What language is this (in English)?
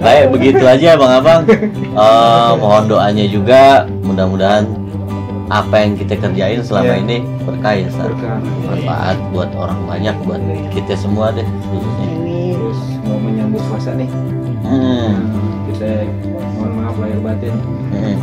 Betawi